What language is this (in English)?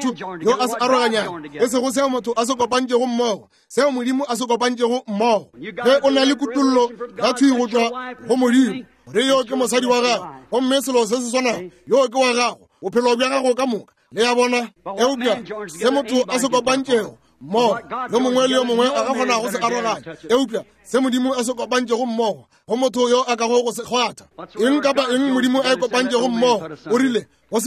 Northern Sotho